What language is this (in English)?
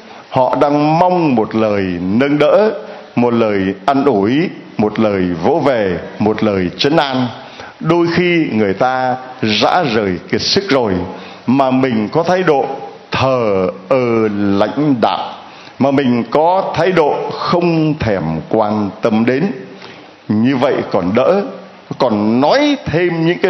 Vietnamese